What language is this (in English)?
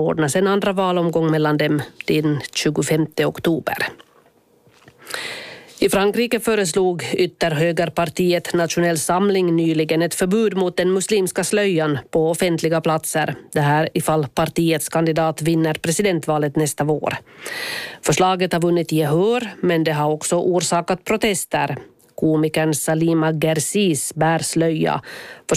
Swedish